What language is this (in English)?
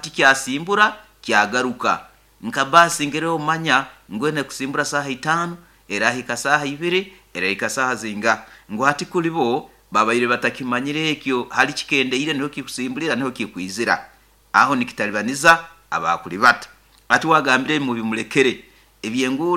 Nyoro